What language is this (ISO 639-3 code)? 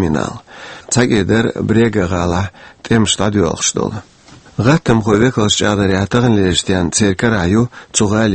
che